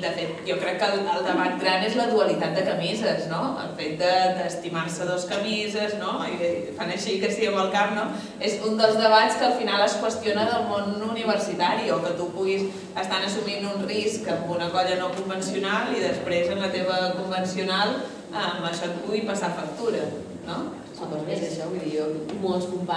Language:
Catalan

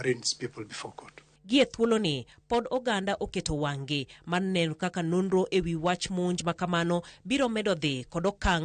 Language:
Luo (Kenya and Tanzania)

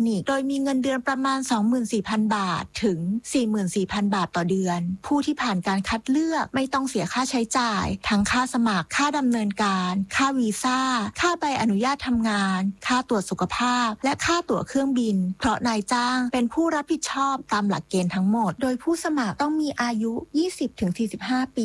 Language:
Thai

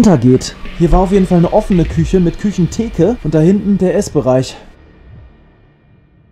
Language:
German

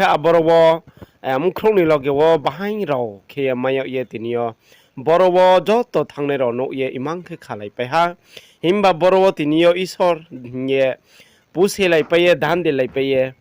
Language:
Riang (India)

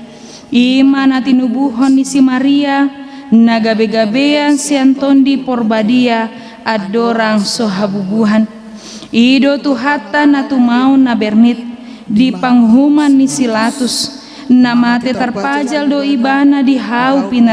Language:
Batak Toba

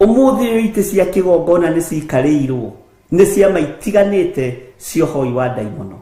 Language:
Kikuyu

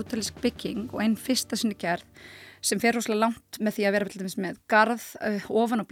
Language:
Icelandic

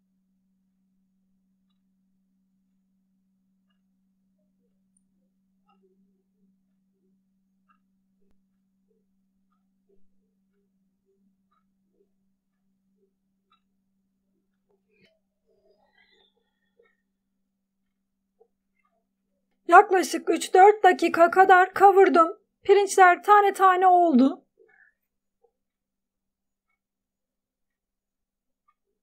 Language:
Turkish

